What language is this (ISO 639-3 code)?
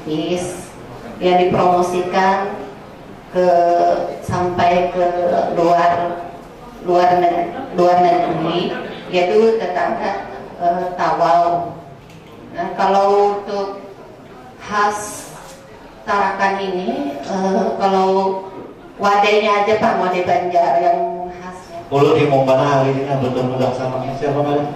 bjn